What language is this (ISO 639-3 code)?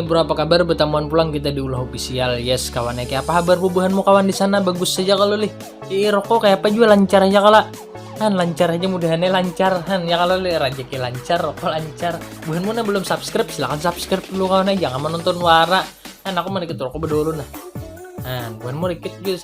bjn